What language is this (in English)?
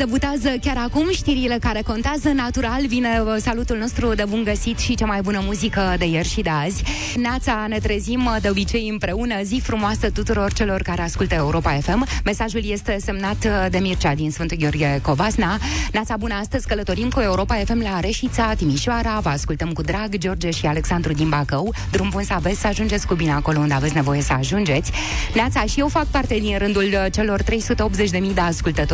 Romanian